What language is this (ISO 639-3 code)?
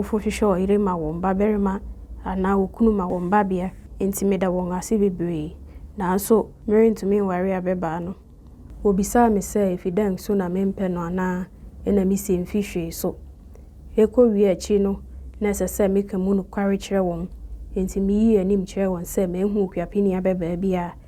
aka